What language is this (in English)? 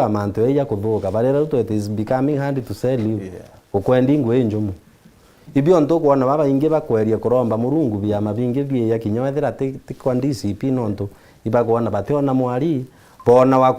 Meru